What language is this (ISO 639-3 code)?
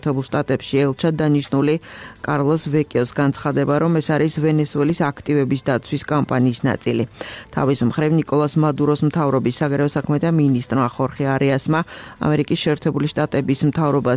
kat